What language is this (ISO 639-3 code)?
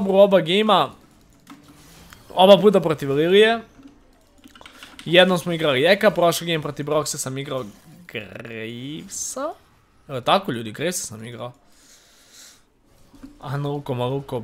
hrv